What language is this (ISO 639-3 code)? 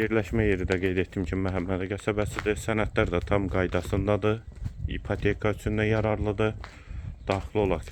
aze